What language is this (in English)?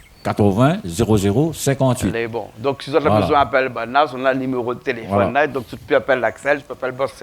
Réunion Creole French